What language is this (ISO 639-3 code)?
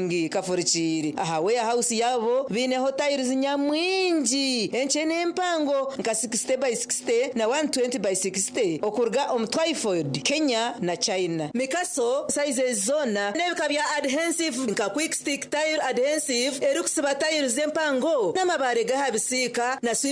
nyn